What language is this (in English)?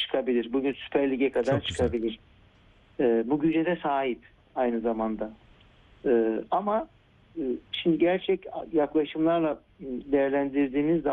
Turkish